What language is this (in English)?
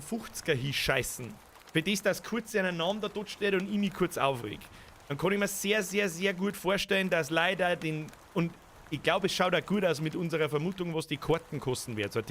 Bavarian